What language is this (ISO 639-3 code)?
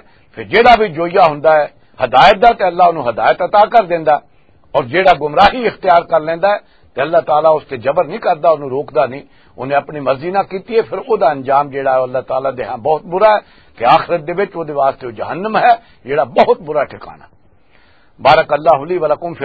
lah